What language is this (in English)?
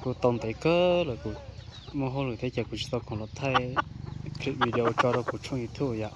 Hmong